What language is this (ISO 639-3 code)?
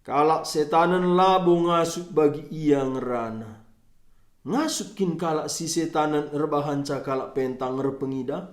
btx